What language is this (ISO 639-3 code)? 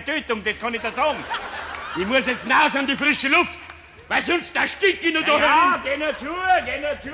bar